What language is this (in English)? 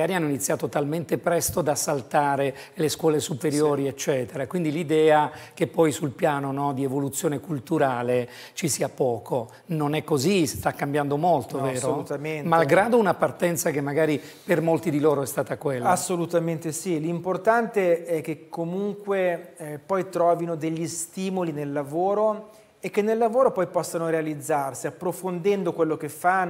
Italian